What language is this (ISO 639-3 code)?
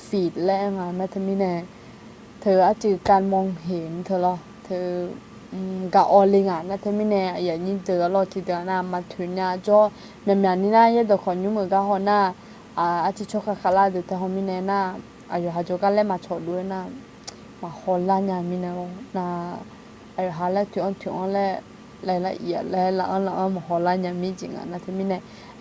ahk